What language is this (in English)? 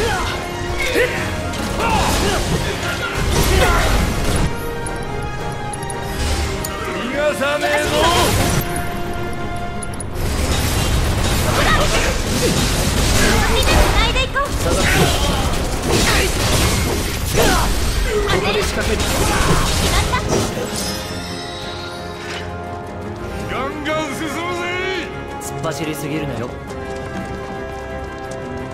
Japanese